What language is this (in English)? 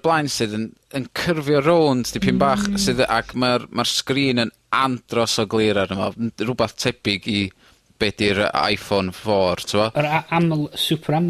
Welsh